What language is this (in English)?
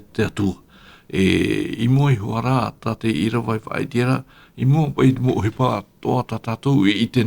Tahitian